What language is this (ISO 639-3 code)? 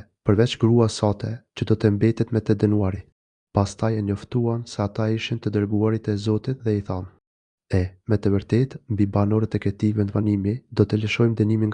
sqi